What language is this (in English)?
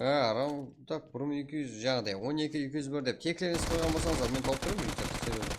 Kara-Kalpak